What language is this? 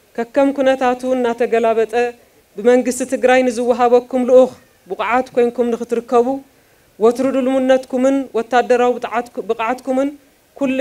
Tigrinya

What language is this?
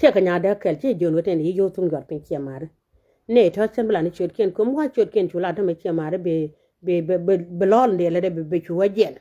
Nuer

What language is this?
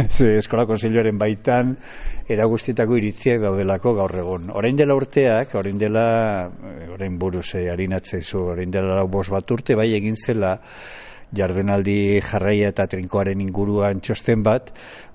Basque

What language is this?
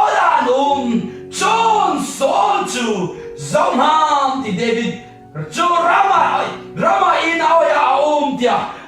Hakha Chin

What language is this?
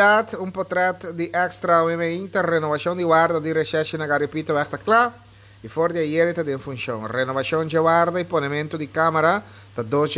Papiamento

